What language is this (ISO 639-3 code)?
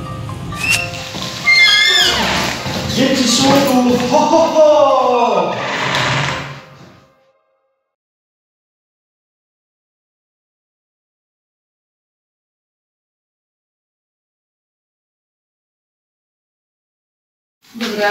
slk